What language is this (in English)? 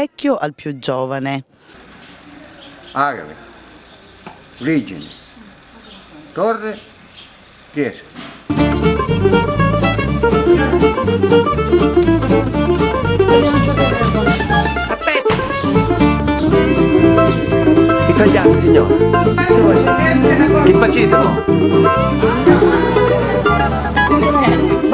Italian